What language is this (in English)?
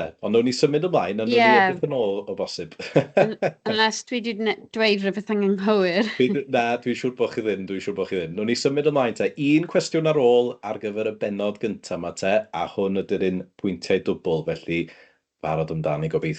Welsh